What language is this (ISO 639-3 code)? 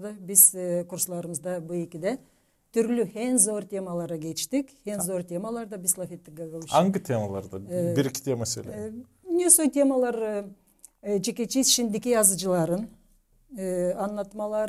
gag